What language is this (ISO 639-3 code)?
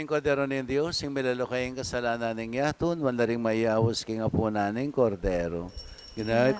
pam